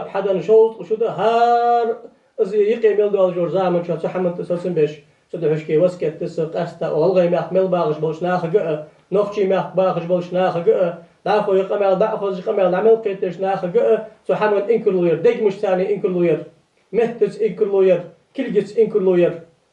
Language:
Ingush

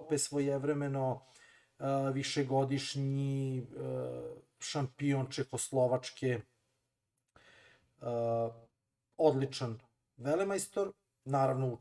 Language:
Serbian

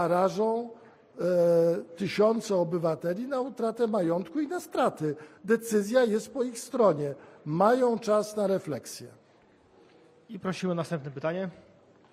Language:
Polish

